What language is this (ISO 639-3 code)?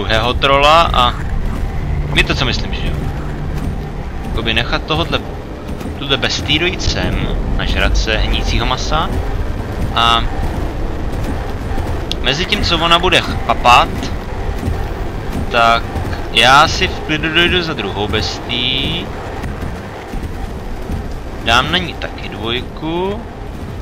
ces